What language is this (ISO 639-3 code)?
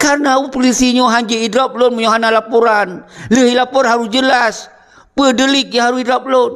ace